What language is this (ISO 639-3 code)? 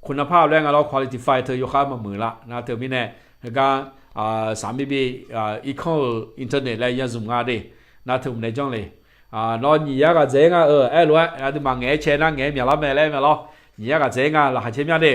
ahk